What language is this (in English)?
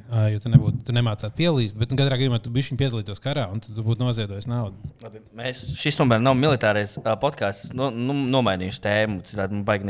Latvian